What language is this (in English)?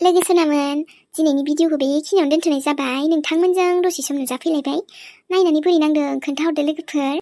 Bodo